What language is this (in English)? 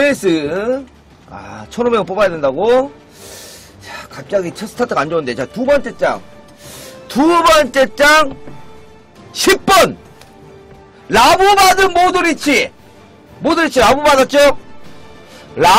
Korean